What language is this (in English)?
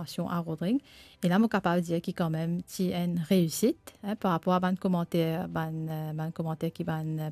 Morisyen